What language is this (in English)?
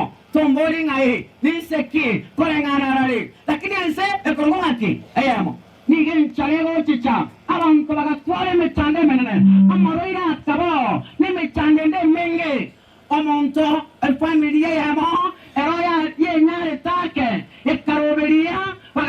Gusii